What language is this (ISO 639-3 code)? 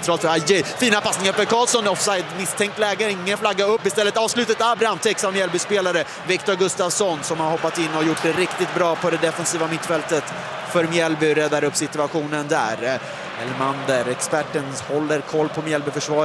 swe